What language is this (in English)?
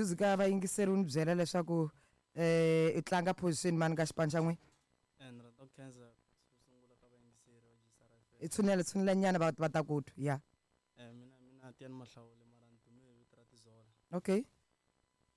Tsonga